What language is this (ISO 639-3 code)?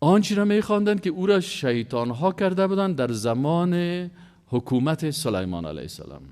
fas